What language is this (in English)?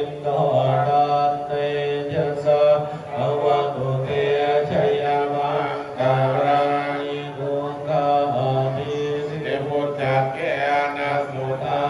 Pali